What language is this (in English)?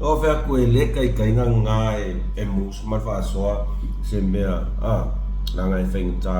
Samoan